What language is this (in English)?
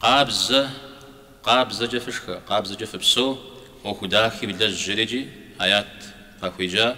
Kabardian